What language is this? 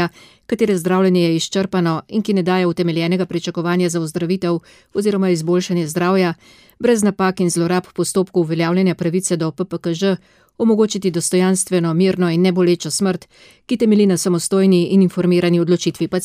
Slovenian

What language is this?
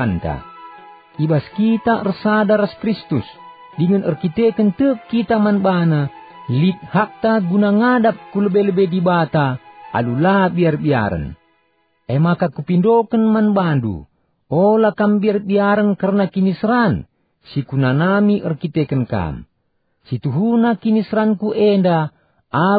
Batak Karo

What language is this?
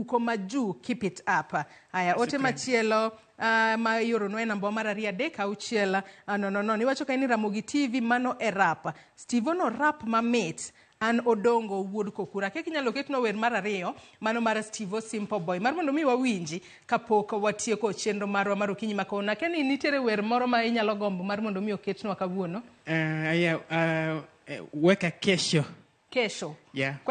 Luo (Kenya and Tanzania)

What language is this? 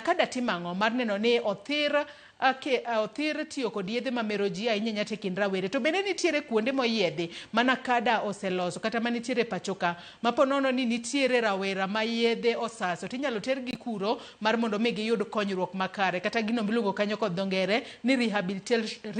Luo (Kenya and Tanzania)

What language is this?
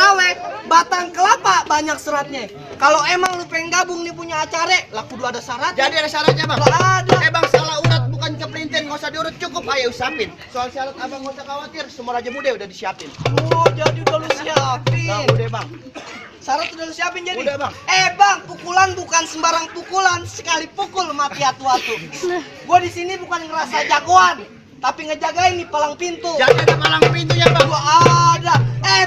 Betawi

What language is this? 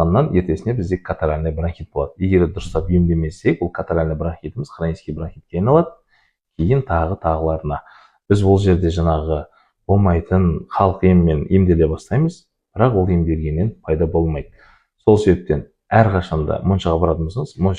Kazakh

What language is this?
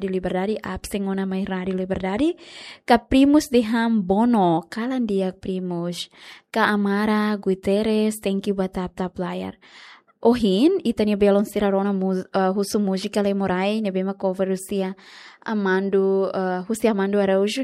Tetum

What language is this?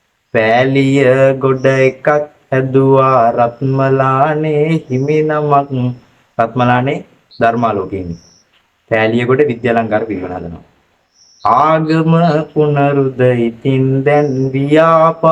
Sinhala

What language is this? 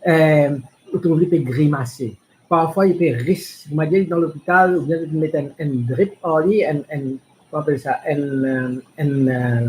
Morisyen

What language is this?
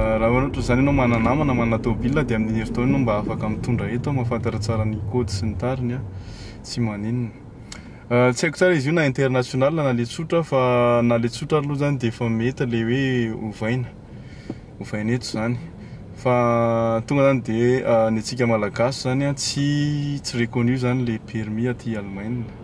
Malagasy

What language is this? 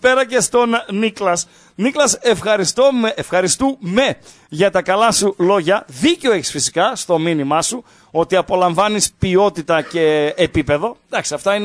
Greek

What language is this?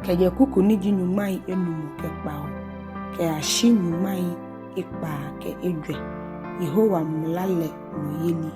Ga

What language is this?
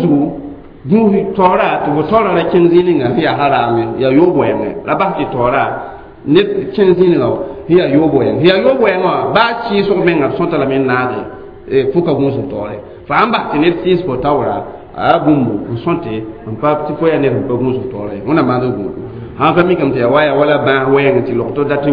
Mossi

